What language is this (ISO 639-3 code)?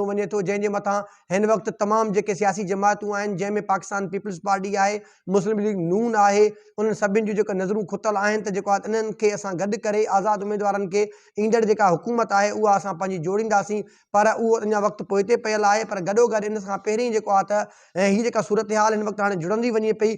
snd